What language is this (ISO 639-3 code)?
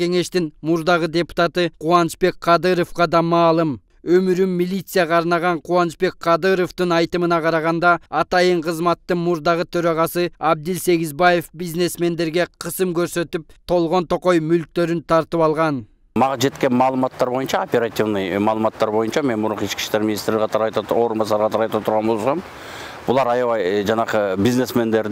kir